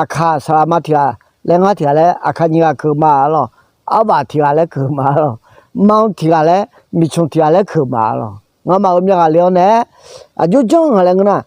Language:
Akha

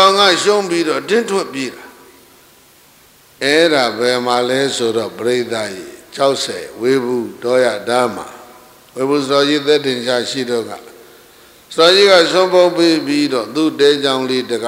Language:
Burmese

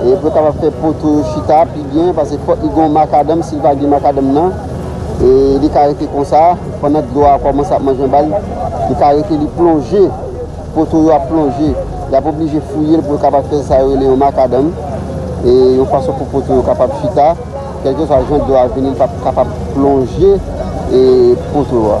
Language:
Haitian Creole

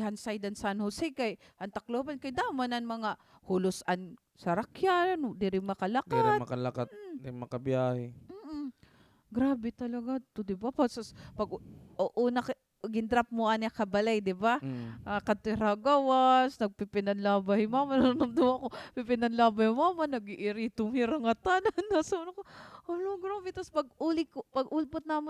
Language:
Waray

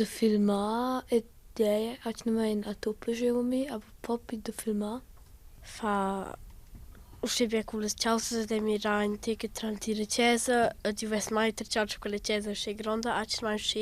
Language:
Romansh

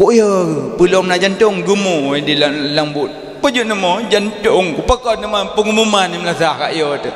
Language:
Achinese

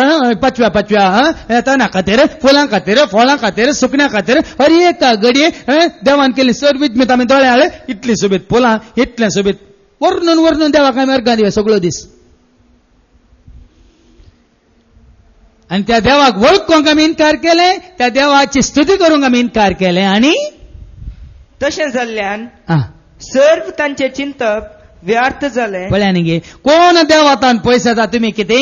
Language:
Konkani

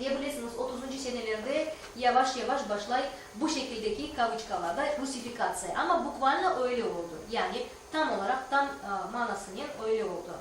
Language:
Crimean Tatar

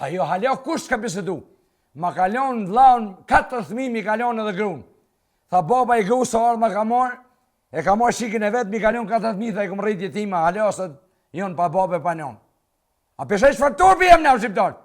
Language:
Albanian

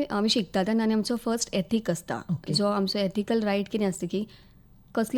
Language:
Konkani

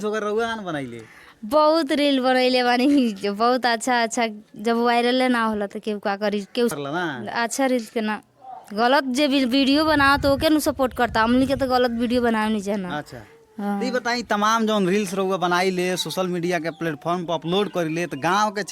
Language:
Bhojpuri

